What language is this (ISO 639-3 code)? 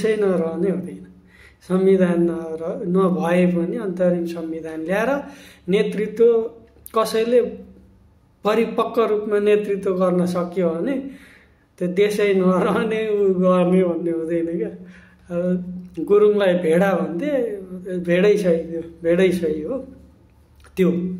nep